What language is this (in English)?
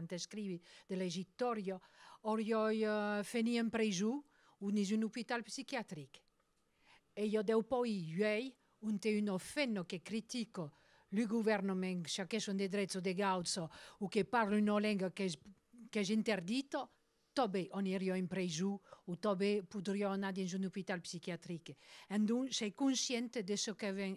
Occitan